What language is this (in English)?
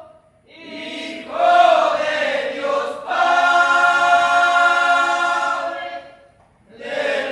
Guarani